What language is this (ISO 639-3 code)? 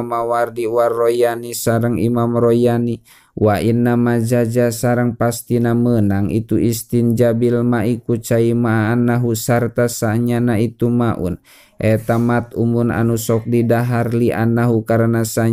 sun